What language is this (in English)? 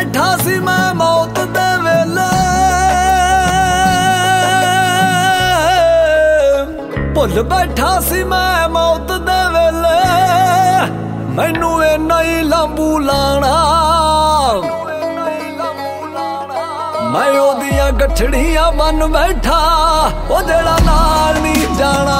Punjabi